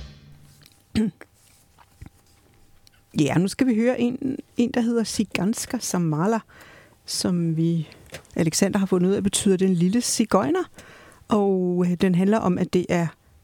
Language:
Danish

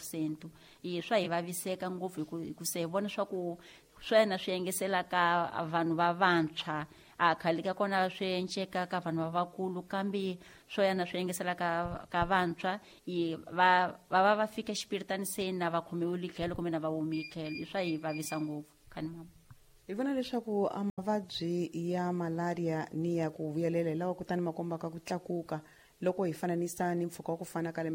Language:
Tsonga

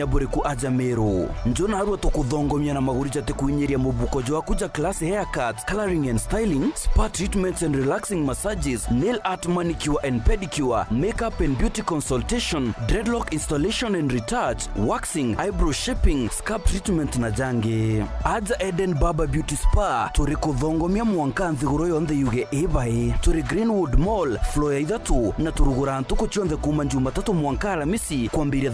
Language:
Meru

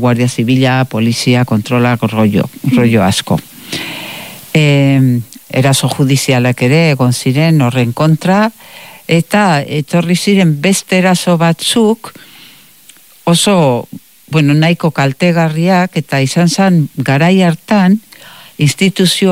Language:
Basque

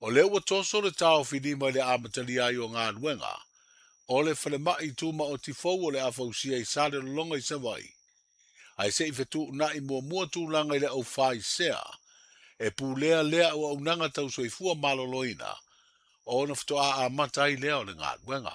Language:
Samoan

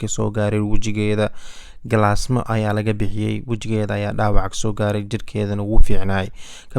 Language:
Somali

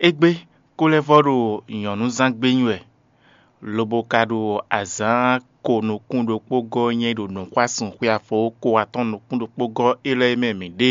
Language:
Fon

